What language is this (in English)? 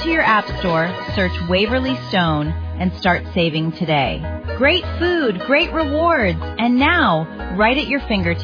English